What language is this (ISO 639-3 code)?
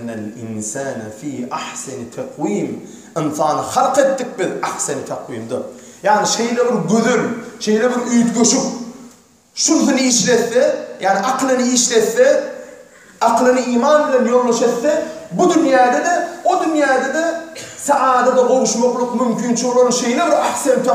tuk